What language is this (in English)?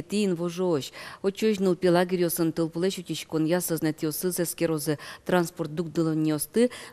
Udmurt